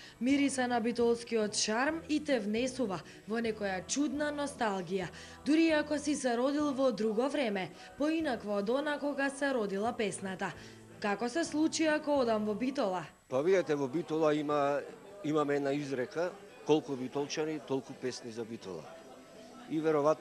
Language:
Macedonian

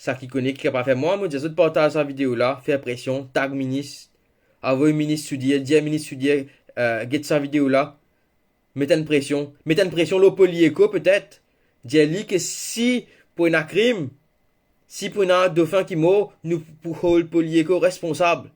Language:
Morisyen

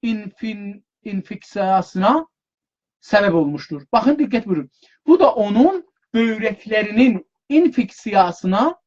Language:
South Azerbaijani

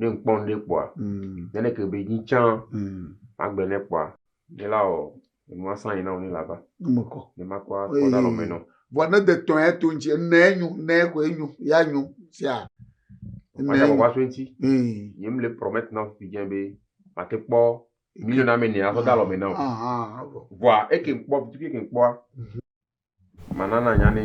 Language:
Ewe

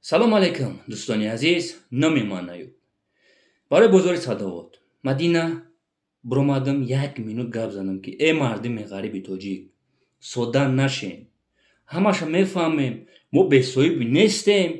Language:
Tajik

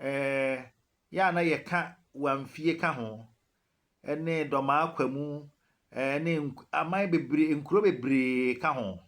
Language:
Akan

